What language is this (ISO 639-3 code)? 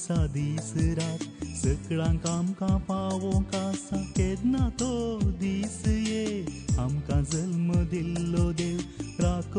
kok